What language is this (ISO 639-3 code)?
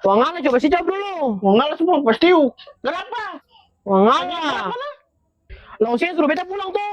abs